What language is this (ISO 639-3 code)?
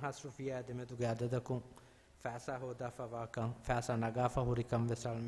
div